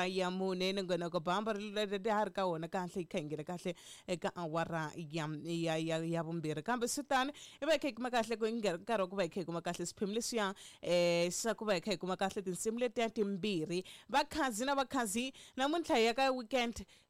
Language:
Tsonga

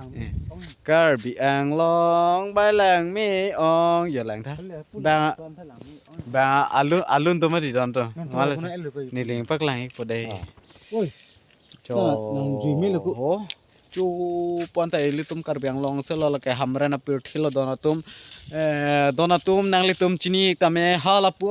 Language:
Karbi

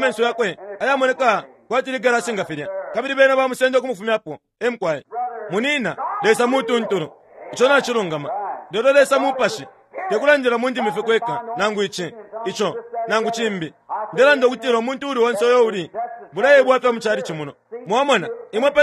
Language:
Bemba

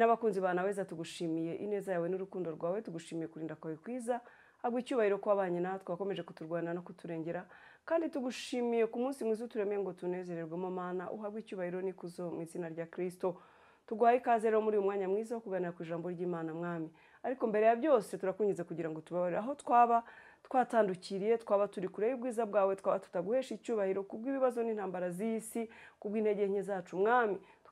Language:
Kinyarwanda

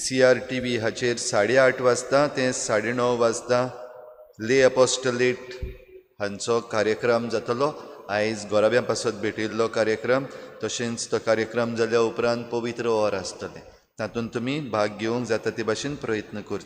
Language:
Konkani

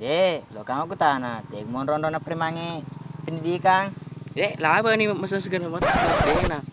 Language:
Buginese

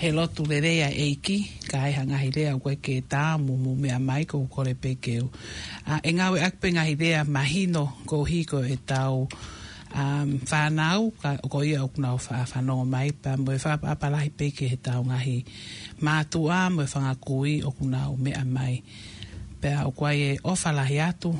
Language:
Tongan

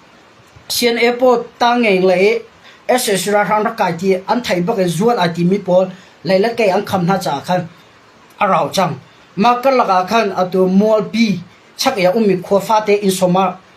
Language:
Hakha Chin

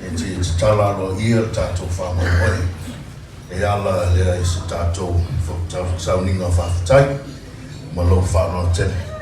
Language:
Samoan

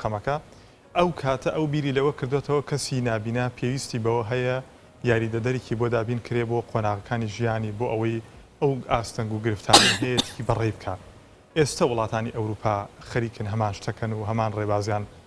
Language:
Central Kurdish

